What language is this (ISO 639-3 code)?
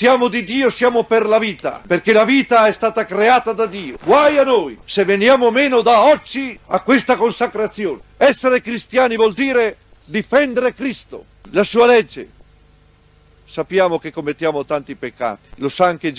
ita